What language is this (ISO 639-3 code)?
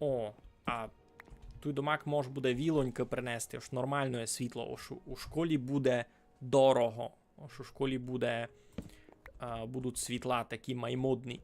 rue